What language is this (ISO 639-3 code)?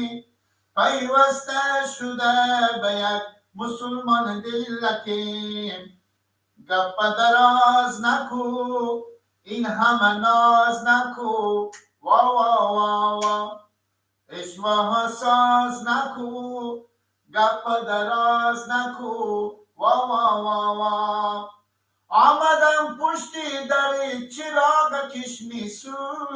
fas